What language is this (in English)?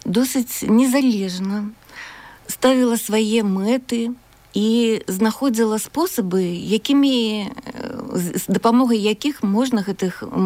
Belarusian